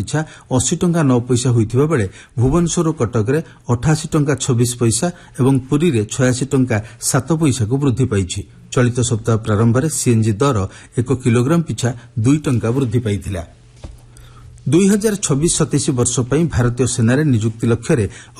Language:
Odia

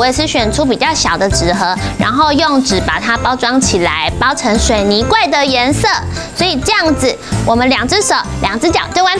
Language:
Chinese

